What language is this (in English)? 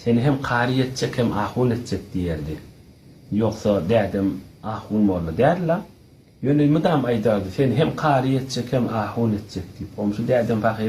Turkmen